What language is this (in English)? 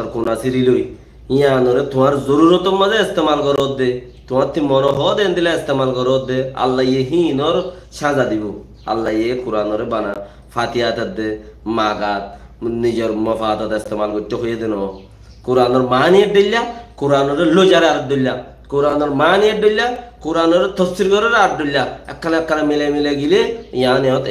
Rohingya